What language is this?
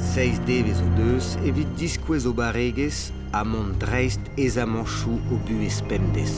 Breton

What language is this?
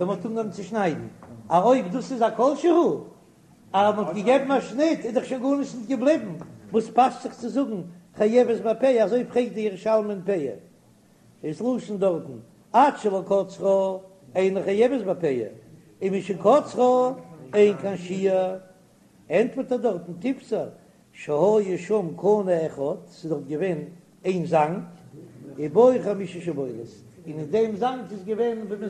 Yiddish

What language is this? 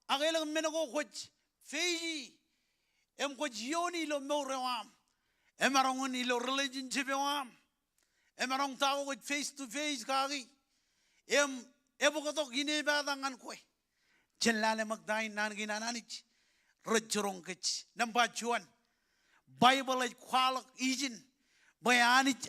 Marshallese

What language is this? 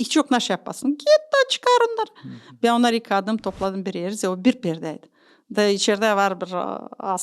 Gagauz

